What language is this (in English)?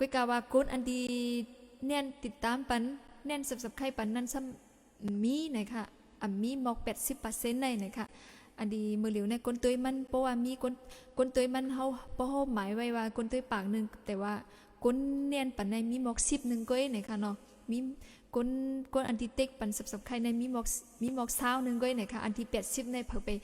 Shan